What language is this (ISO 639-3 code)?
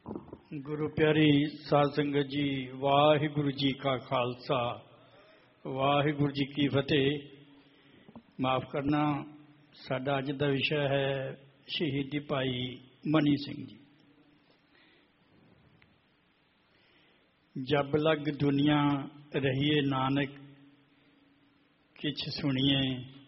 pan